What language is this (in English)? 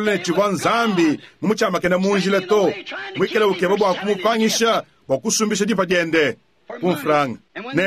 Luba-Lulua